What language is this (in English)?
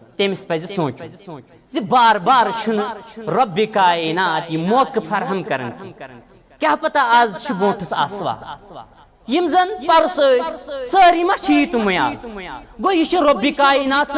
Kashmiri